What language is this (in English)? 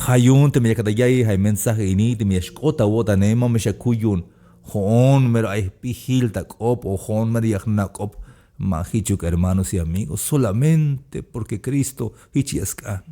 Tzeltal